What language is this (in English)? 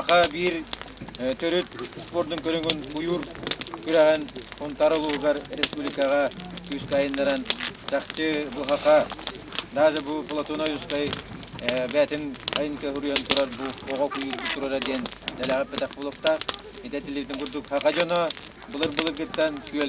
Yakut